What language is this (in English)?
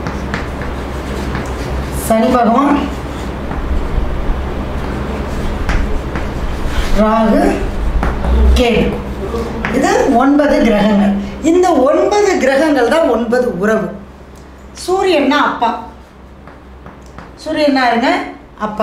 Tamil